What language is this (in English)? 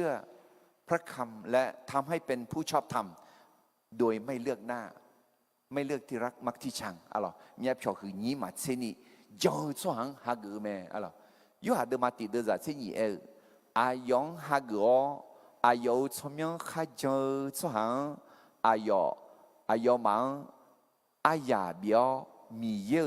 Akha